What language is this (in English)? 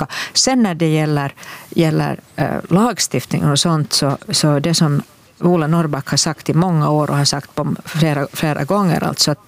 Swedish